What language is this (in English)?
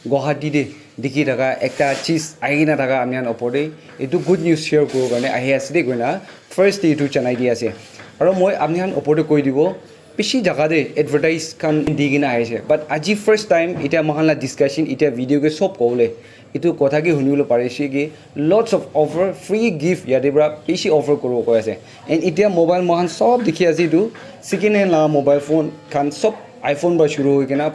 Naga Pidgin